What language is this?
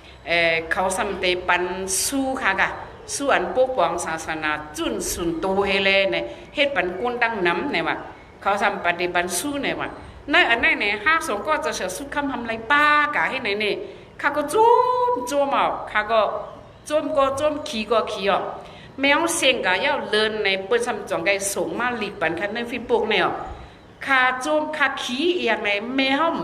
Shan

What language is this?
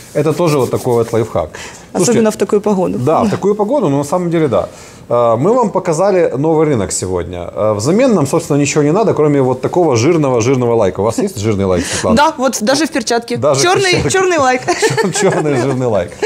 Russian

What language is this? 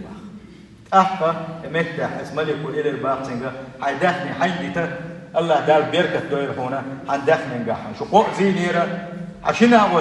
Chechen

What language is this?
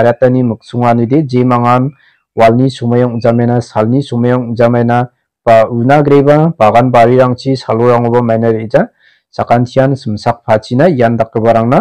Garo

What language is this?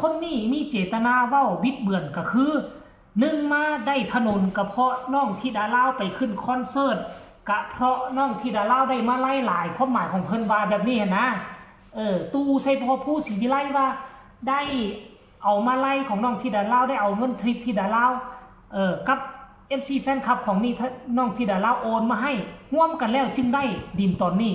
Northeastern Thai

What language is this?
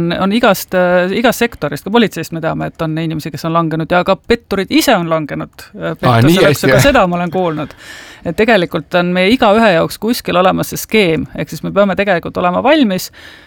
Estonian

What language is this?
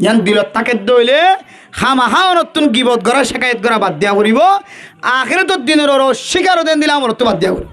Rohingya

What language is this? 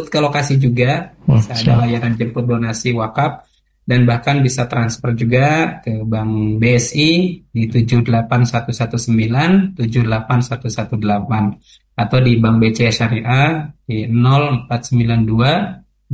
Indonesian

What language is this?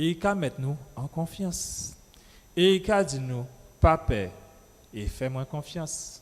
Guadeloupean Creole French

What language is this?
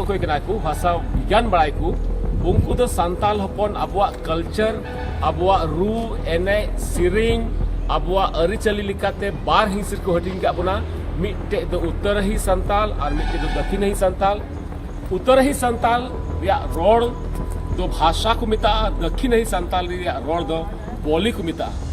Santali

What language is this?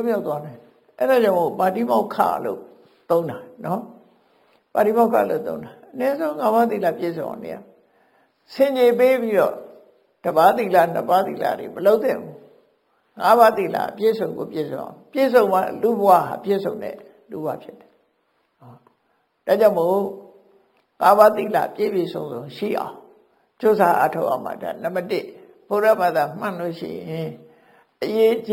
Burmese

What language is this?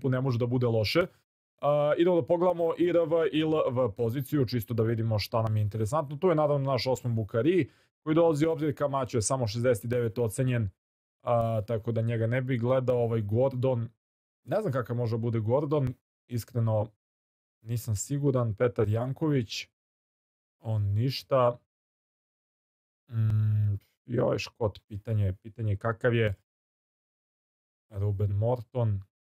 Serbian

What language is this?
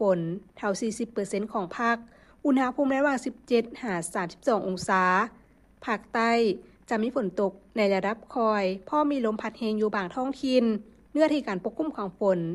Lao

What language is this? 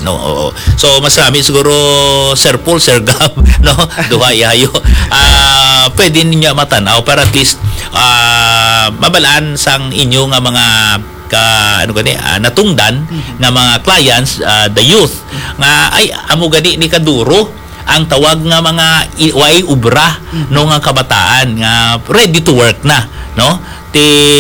Hiligaynon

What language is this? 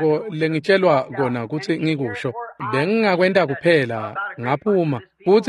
Swati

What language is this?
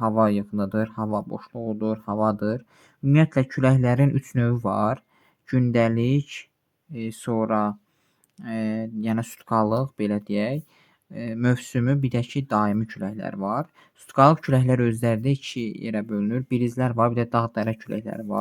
Azerbaijani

